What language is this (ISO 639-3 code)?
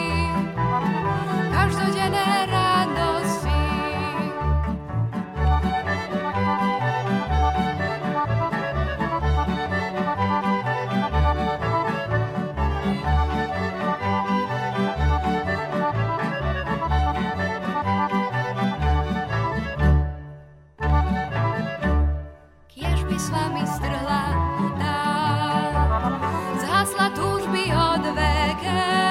slk